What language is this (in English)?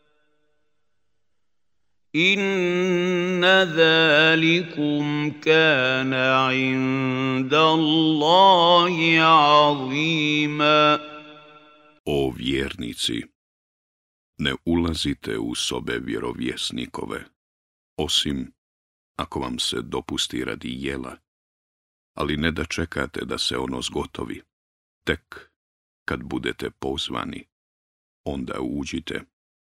Bosnian